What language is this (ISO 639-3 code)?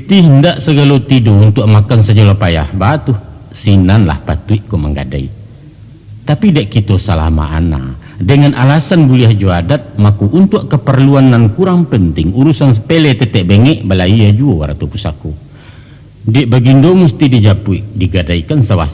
min